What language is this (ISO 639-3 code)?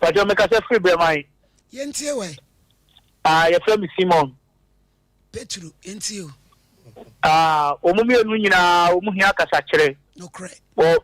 aka